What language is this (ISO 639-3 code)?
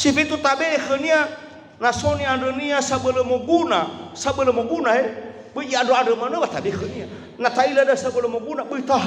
nia